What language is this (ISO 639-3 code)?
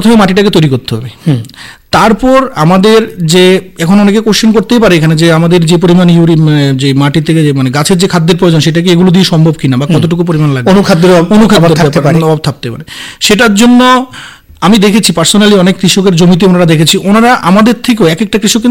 ben